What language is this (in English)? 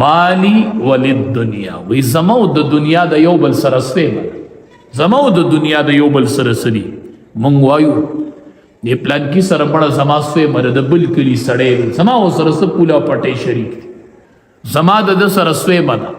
Pashto